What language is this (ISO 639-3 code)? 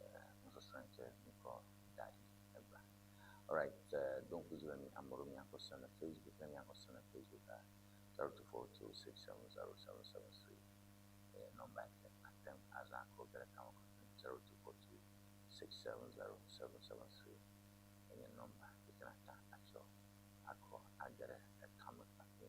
ewe